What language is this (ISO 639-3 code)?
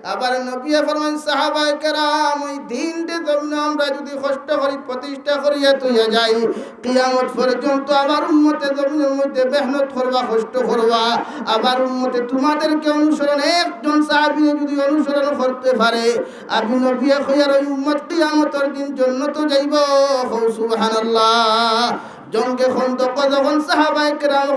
syl